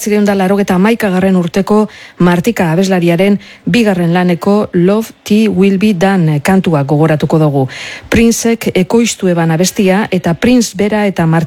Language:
Basque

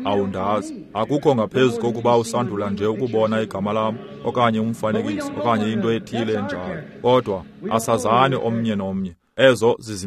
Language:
Xhosa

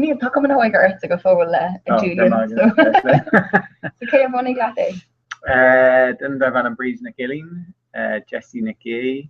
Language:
Irish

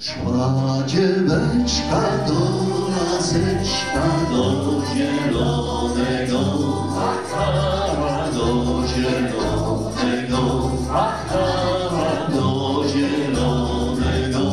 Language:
Silesian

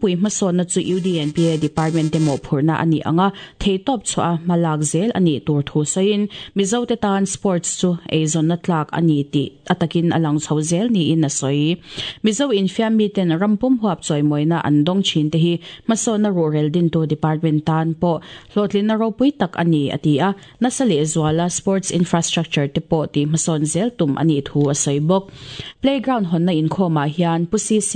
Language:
Mizo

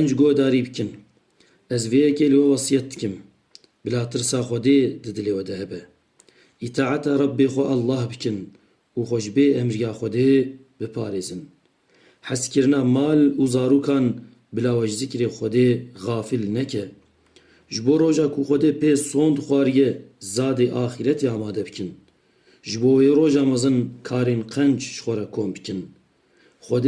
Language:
Kurdish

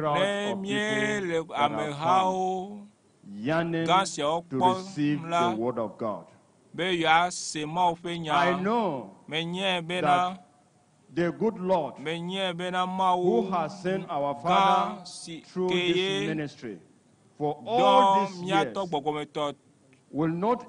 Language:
Ewe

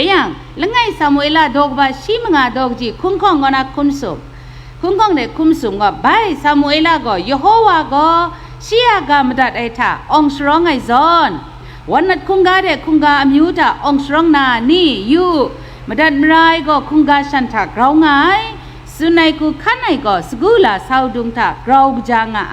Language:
Kachin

